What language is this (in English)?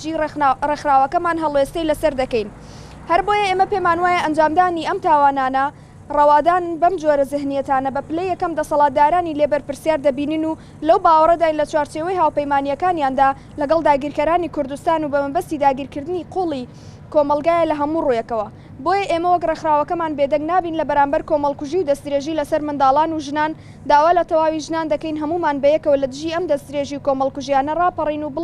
Central Kurdish